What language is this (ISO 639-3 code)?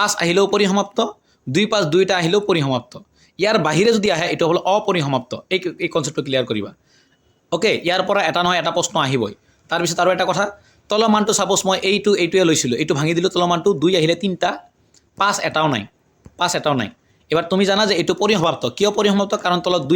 asm